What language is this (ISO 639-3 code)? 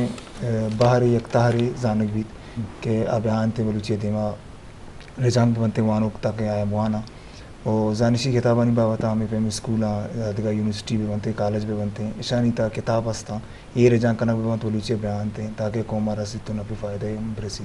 bgp